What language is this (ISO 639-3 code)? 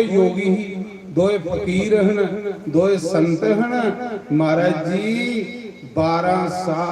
doi